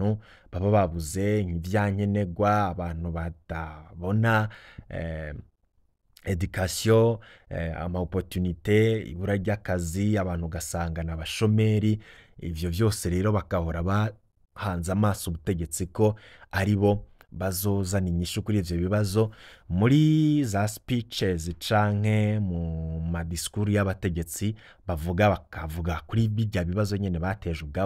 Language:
Rundi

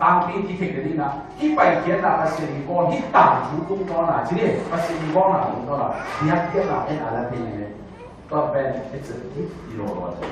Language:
Tedim Chin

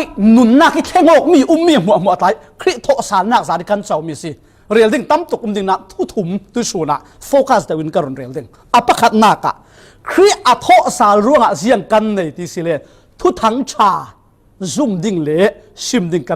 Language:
Falam Chin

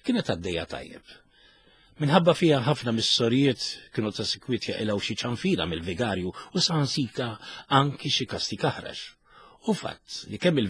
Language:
Maltese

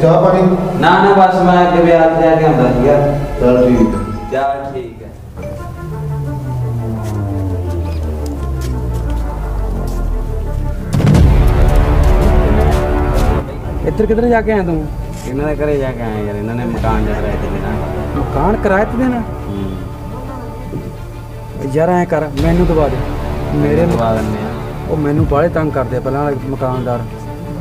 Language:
Punjabi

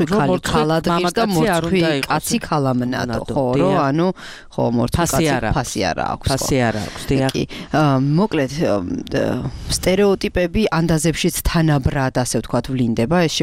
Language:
Georgian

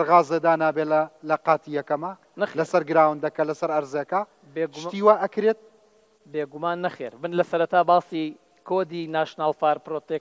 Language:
Central Kurdish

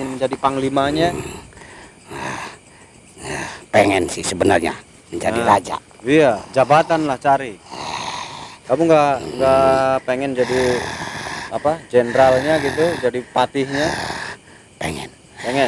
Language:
Indonesian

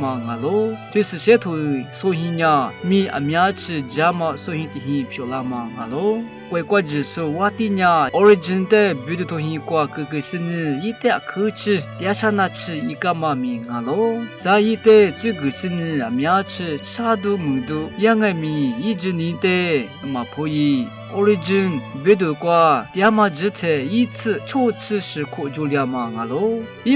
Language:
Lisu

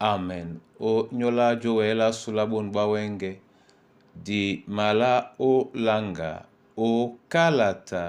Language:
Duala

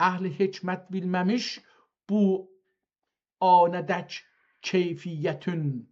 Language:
South Azerbaijani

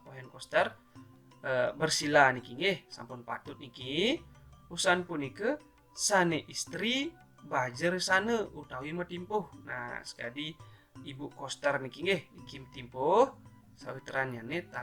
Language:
Balinese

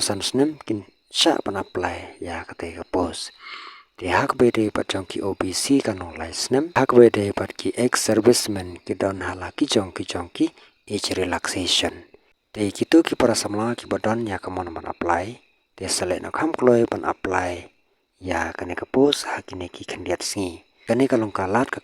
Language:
Khasi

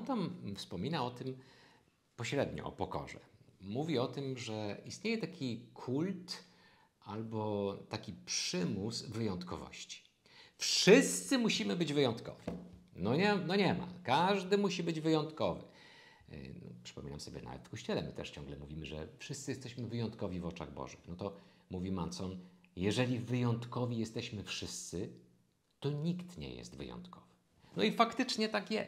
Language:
Polish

